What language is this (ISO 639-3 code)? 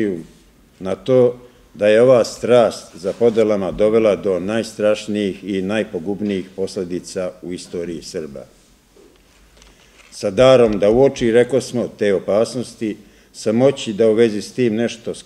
srp